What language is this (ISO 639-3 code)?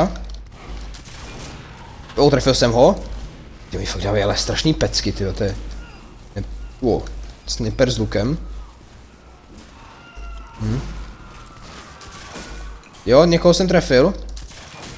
ces